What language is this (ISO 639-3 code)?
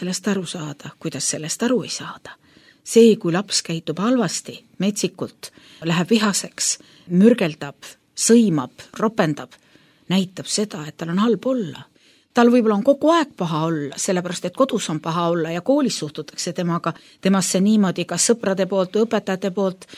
est